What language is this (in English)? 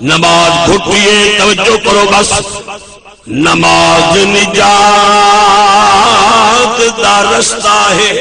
Saraiki